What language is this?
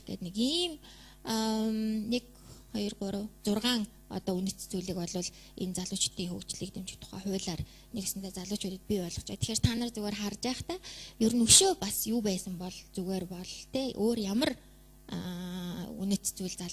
Mongolian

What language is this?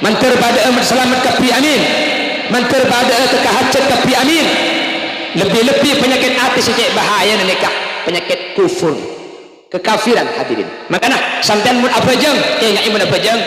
Madurese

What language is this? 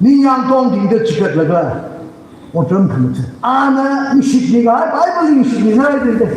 Tangkhul Naga (India)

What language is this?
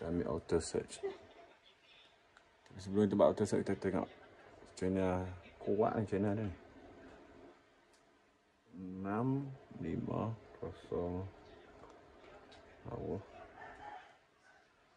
Malay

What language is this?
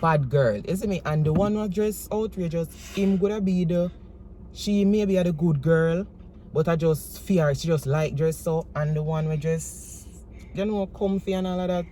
Jamaican Creole English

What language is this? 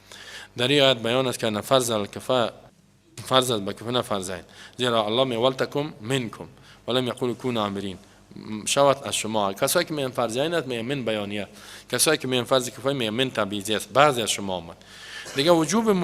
Persian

